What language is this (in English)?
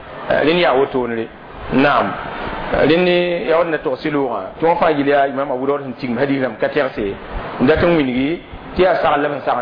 Mossi